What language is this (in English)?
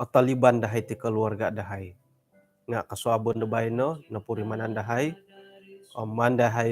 Central Dusun